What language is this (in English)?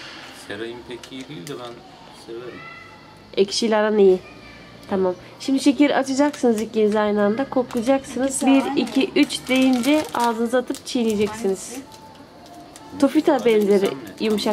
Turkish